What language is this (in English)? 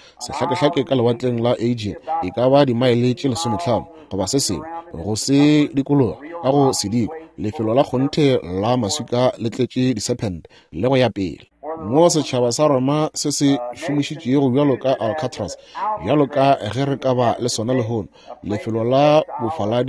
Northern Sotho